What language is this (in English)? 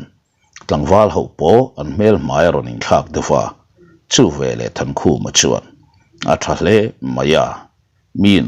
Mizo